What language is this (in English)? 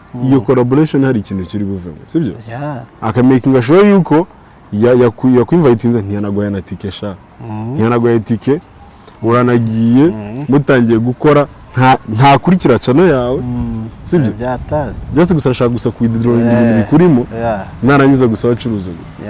Kinyarwanda